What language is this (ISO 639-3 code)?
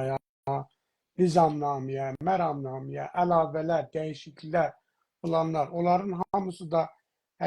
azb